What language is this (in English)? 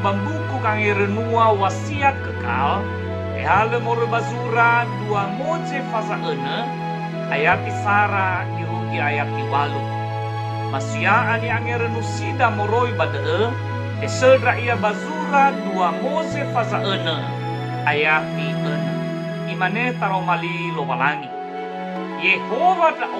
Nias